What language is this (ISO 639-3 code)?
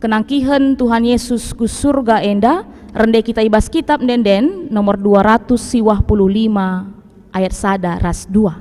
btx